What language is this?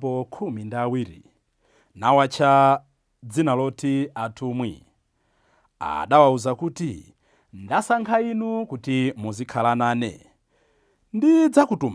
Nyanja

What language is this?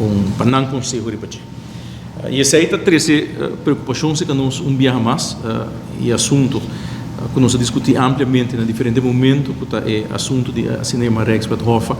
Papiamento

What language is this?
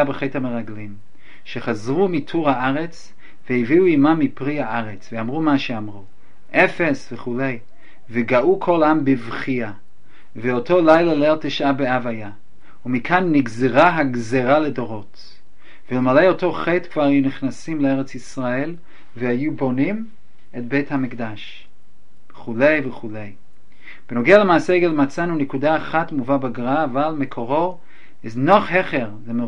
Hebrew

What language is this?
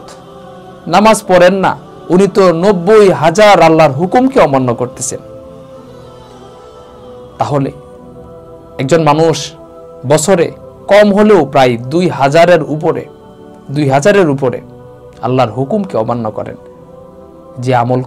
Bangla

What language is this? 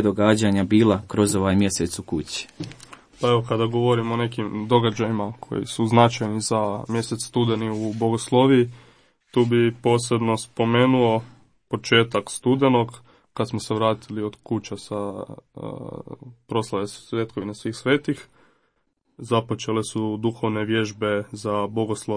Croatian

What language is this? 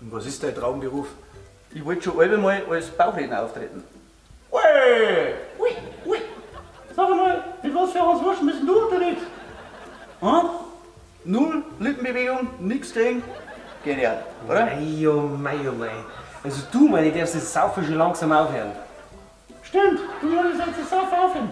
Bavarian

